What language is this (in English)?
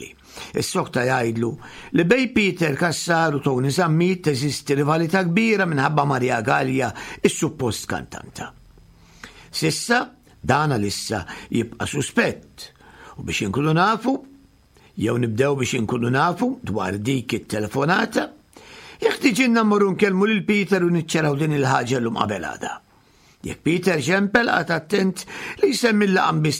Maltese